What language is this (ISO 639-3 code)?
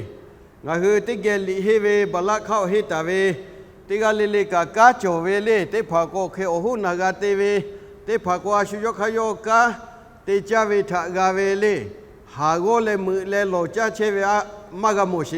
lhu